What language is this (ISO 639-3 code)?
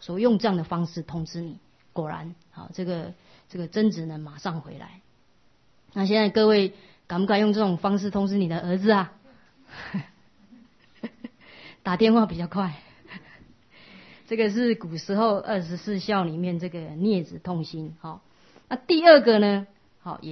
zho